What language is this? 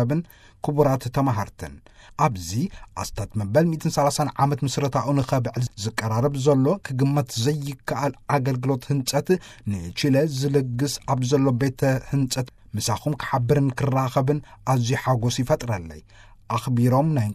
Tigrinya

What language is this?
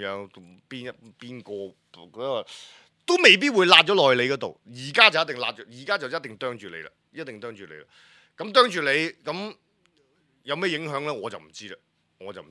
Cantonese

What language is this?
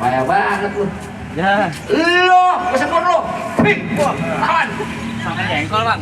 Betawi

